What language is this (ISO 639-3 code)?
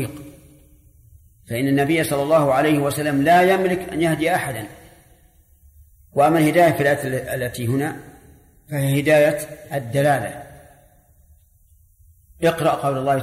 ara